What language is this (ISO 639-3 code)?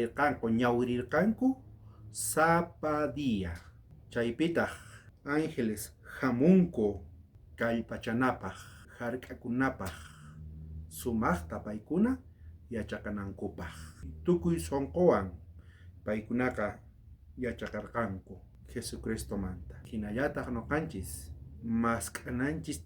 quh